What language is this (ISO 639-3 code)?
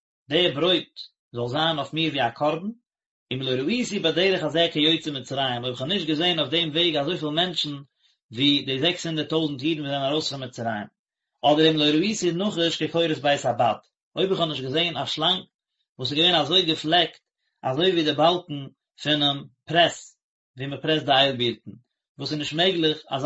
yid